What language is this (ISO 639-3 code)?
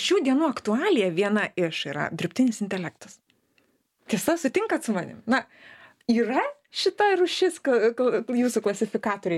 lit